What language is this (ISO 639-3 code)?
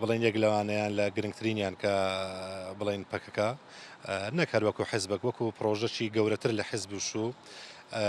ckb